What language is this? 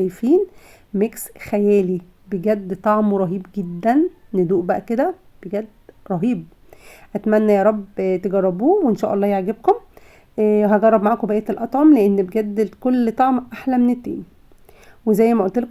Egyptian Arabic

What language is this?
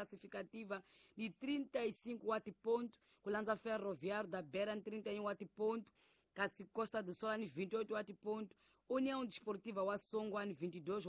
Tsonga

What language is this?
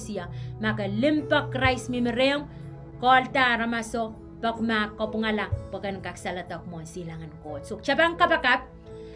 Pohnpeian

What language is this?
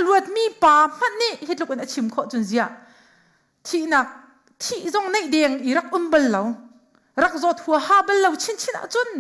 Hakha Chin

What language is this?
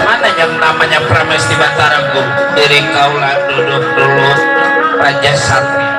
Betawi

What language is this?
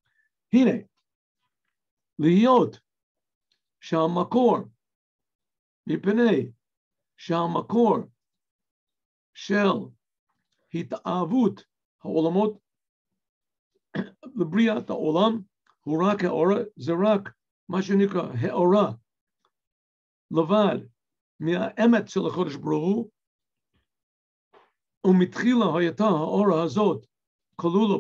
Hebrew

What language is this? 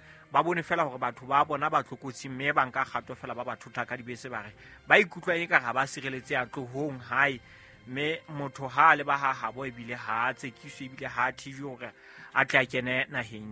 Southern Sotho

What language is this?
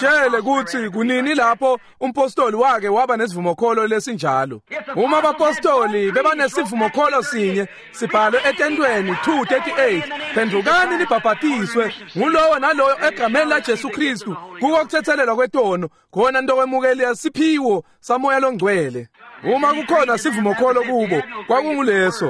Swati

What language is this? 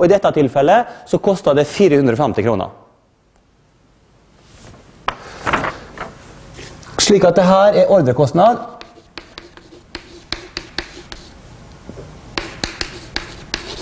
Norwegian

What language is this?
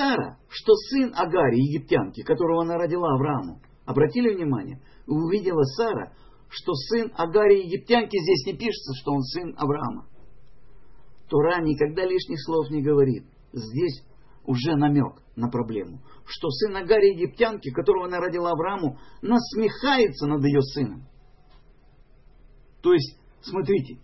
Russian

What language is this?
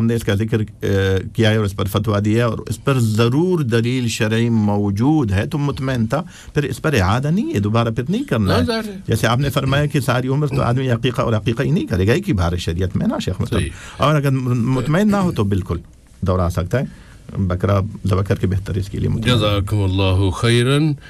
Urdu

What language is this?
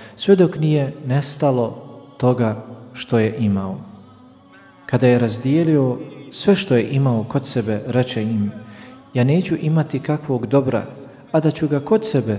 Bosnian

